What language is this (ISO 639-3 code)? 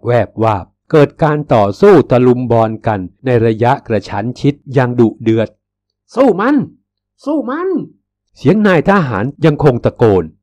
tha